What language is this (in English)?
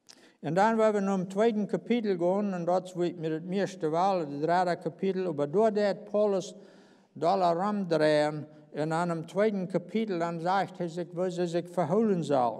Plautdietsch